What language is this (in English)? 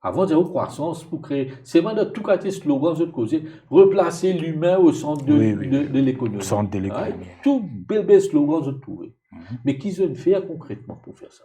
Morisyen